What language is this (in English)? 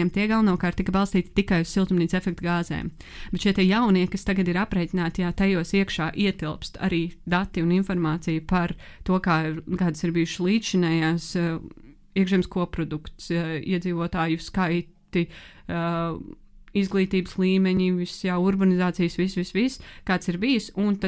Latvian